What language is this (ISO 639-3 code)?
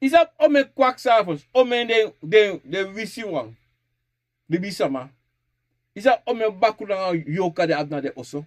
srn